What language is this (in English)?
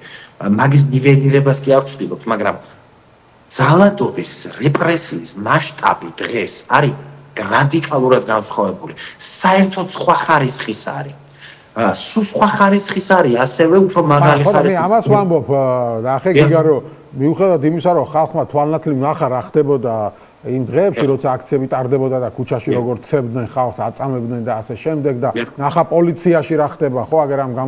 Georgian